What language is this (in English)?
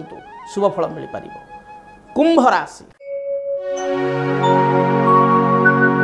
Odia